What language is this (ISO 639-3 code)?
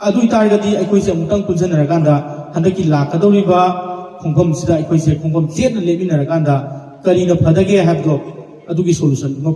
mni